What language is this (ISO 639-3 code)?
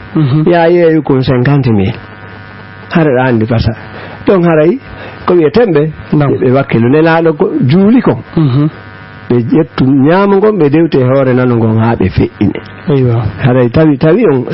ful